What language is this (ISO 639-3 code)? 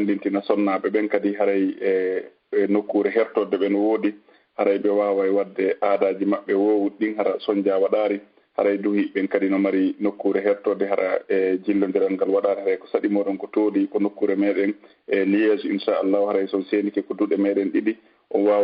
ful